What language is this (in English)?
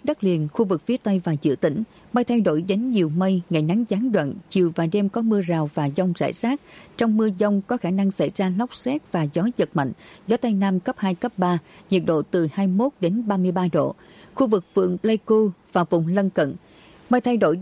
Vietnamese